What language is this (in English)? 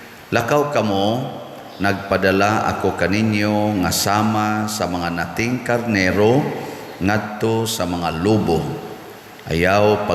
Cebuano